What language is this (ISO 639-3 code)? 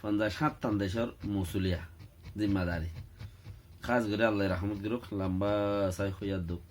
rhg